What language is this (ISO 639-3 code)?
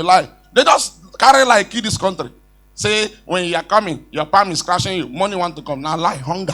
pcm